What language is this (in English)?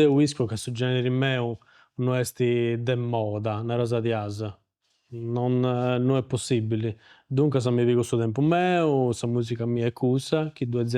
Sardinian